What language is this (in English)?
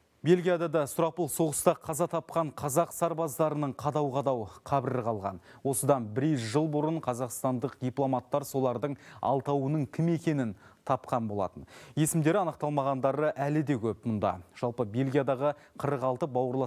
Kazakh